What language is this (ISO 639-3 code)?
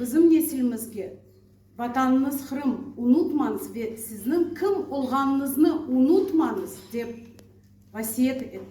crh